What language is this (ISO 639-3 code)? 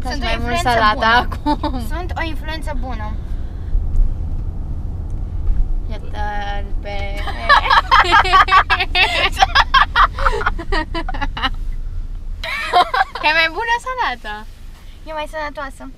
ron